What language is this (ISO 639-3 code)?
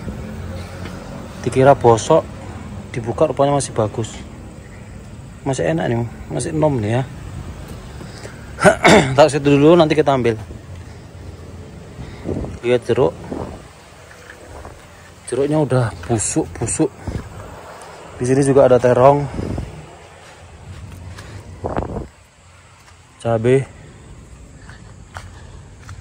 ind